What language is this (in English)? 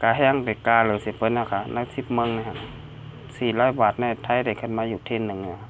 Shan